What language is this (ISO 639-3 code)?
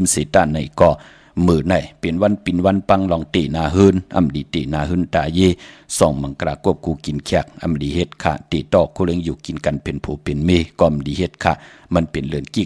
shn